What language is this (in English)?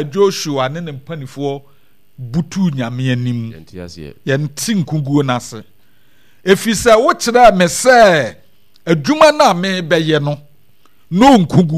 Akan